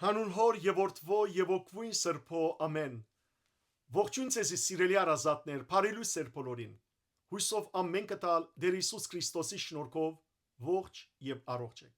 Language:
Western Armenian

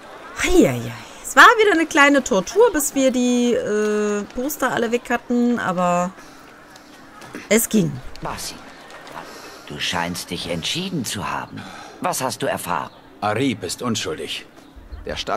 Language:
German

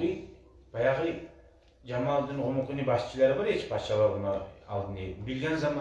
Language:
Kumyk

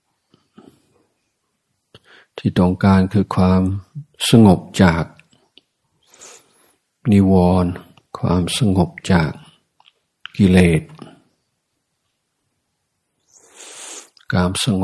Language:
Thai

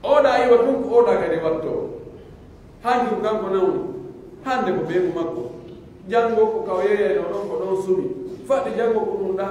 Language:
Pular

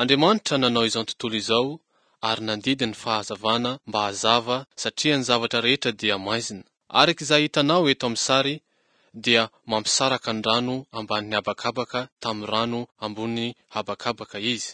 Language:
Malagasy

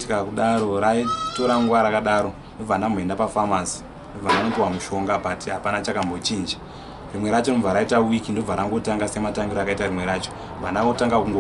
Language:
Shona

